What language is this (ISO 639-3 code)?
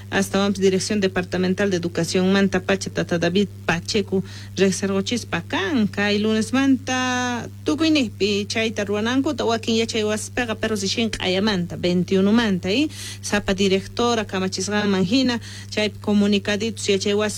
que